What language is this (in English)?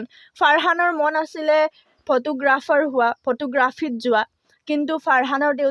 Assamese